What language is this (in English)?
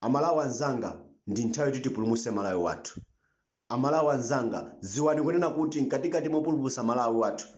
Nyanja